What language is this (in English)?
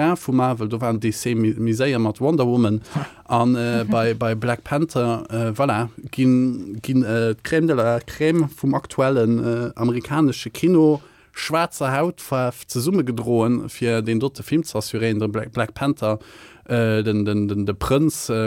Luxembourgish